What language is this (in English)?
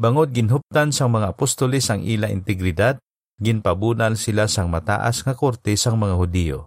Hiligaynon